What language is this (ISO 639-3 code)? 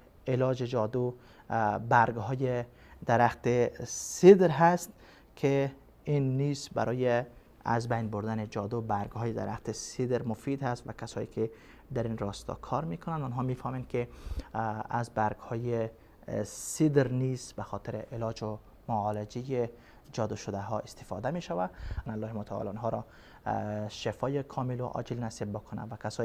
fas